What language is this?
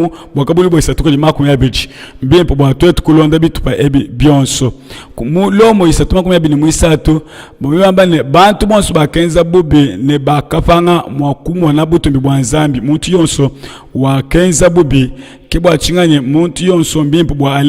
Luba-Lulua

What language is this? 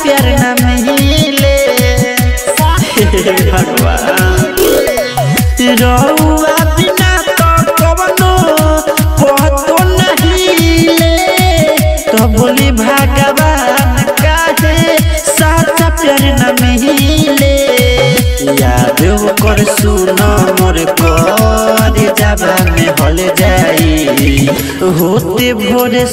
Bhojpuri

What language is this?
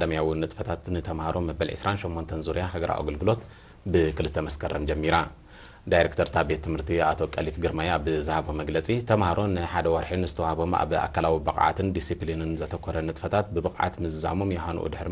Tigrinya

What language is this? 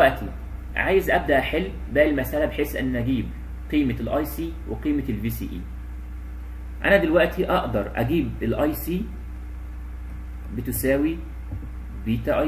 Egyptian Arabic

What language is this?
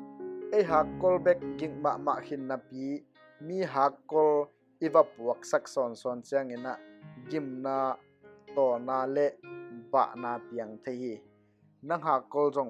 Tedim Chin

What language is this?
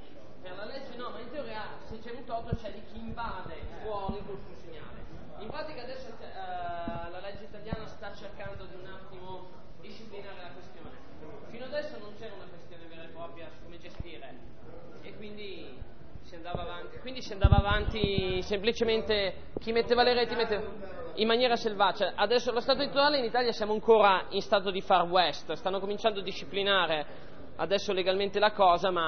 Italian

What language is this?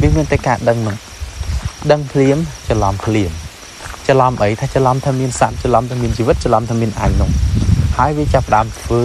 Khmer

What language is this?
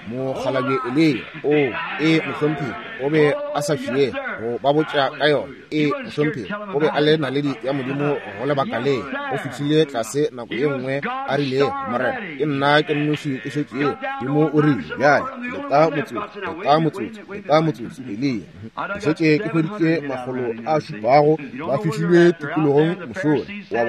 Northern Sotho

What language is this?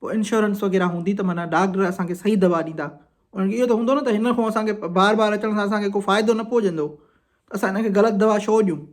Sindhi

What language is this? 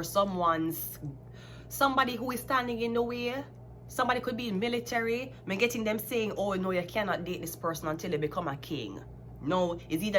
Jamaican Creole English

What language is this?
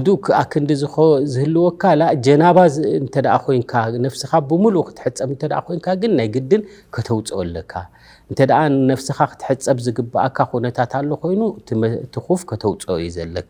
Tigrinya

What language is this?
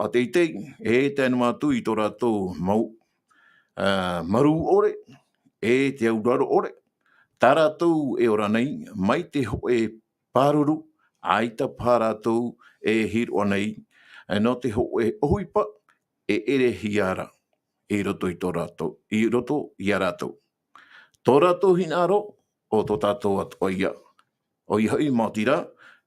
Tahitian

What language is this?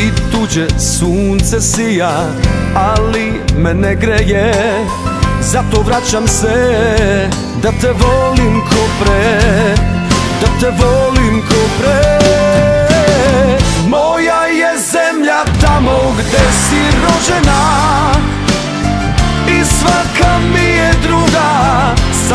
Serbian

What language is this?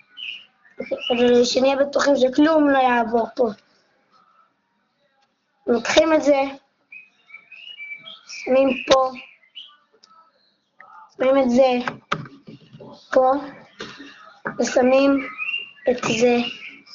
Hebrew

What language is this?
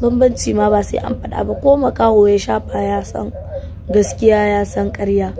Hausa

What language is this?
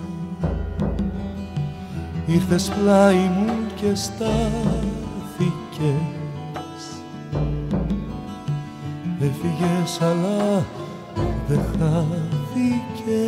Greek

